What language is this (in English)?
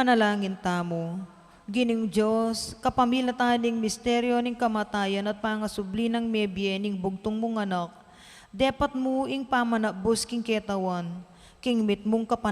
Pampanga